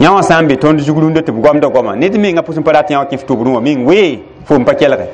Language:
Mossi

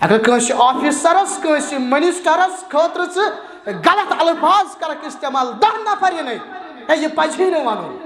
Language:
Kashmiri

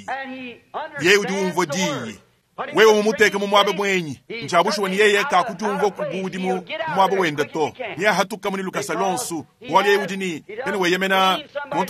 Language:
Luba-Lulua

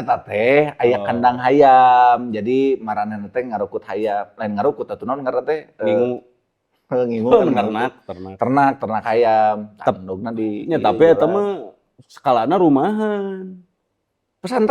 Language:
Sundanese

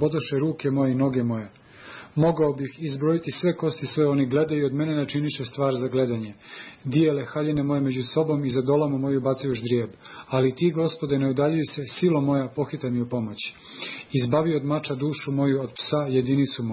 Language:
Serbian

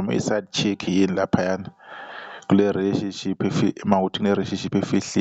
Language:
Zulu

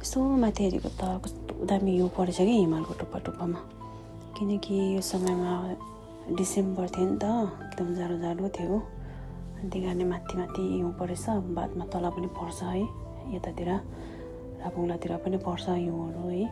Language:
Nepali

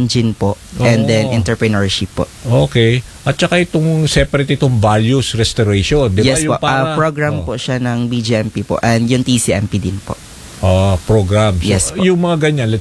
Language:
Filipino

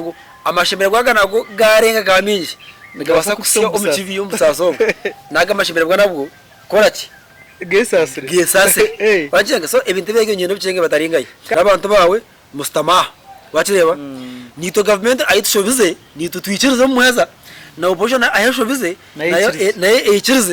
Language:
Nyankole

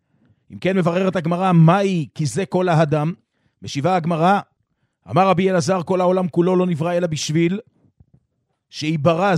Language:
Hebrew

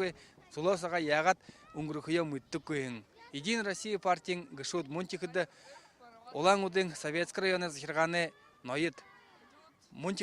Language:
Buriat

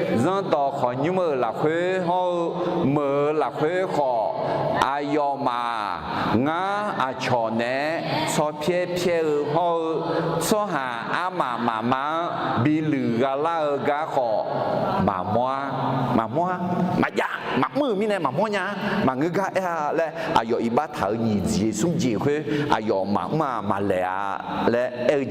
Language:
Akha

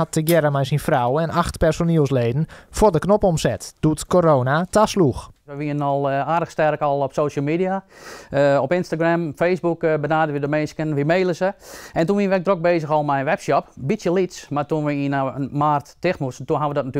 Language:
Western Frisian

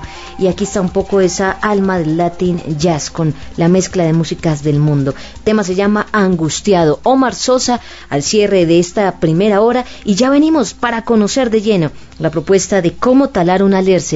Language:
Spanish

